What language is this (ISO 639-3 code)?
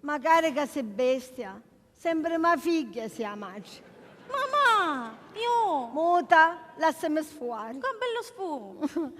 scn